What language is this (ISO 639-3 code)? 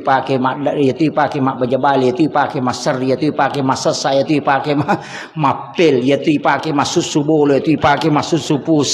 bug